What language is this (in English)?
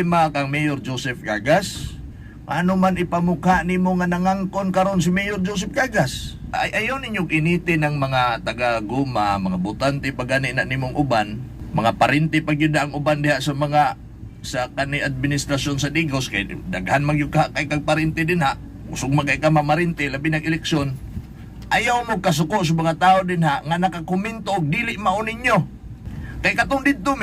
Cebuano